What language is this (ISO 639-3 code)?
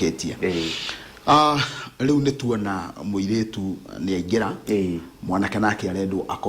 kik